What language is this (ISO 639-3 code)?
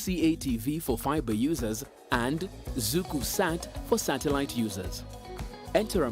kam